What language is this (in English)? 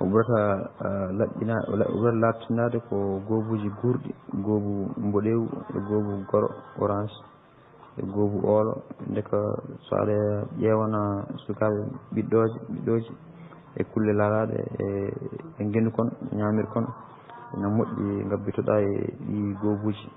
Fula